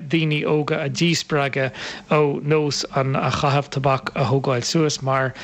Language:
Irish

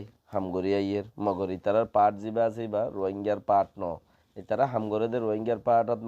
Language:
Rohingya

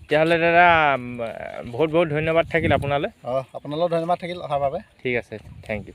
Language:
Assamese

